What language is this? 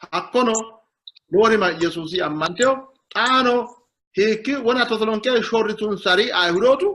Sidamo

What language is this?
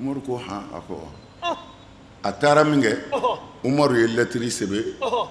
Bambara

